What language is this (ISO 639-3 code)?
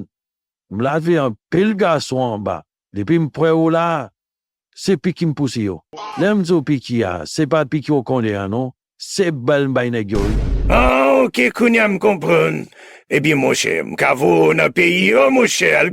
hat